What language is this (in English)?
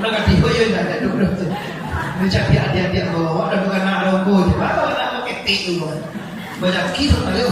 Minangkabau